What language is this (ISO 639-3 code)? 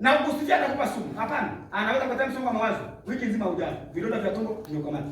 swa